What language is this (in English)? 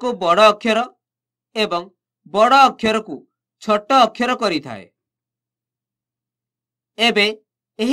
Odia